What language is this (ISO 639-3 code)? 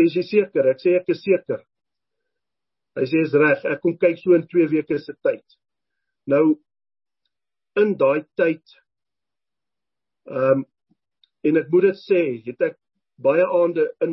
afr